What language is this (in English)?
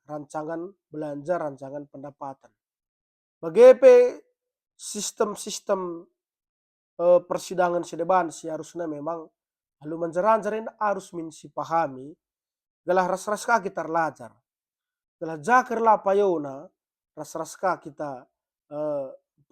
Batak Karo